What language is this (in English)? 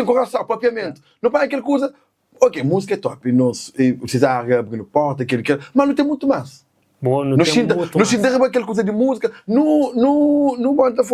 Kabuverdianu